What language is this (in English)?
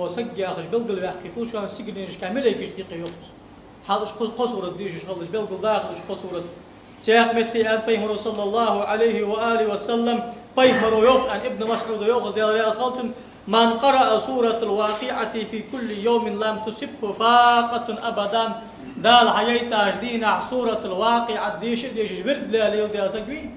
Ingush